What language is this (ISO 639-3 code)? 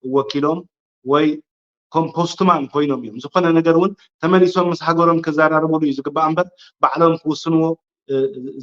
tir